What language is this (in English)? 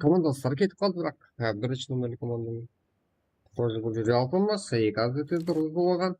Kara-Kalpak